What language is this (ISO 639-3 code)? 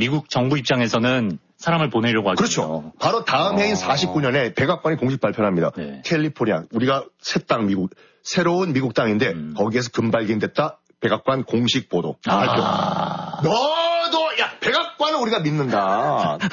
kor